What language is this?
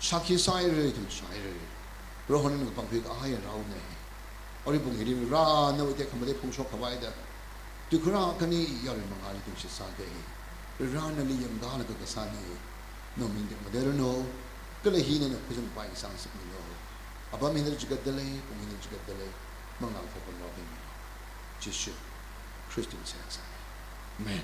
Tangkhul Naga (India)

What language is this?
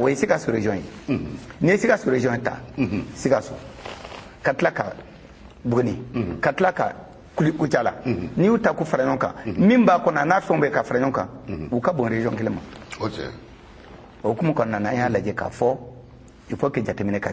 Bambara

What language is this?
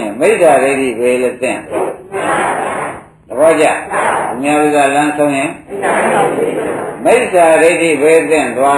Burmese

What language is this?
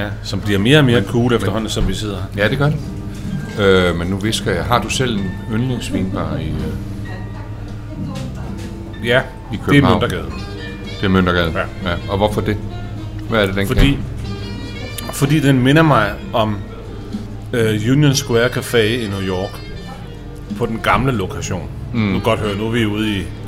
Danish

